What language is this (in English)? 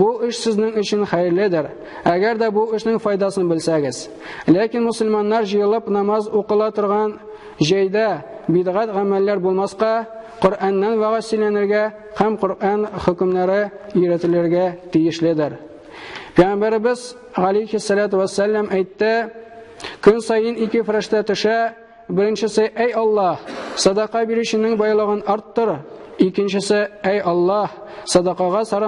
Tatar